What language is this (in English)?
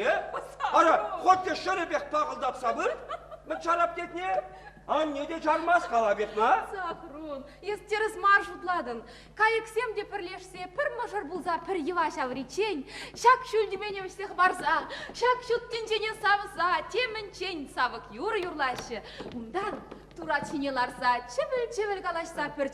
Chuvash